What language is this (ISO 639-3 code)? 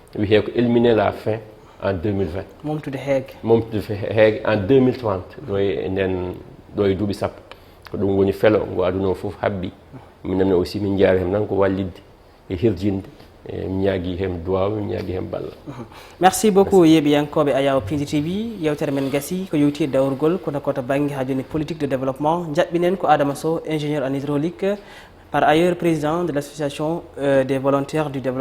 ful